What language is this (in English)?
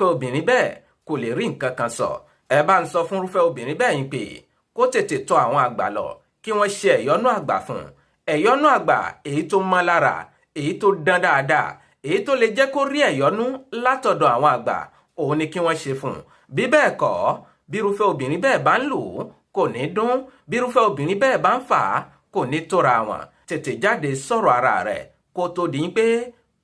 Yoruba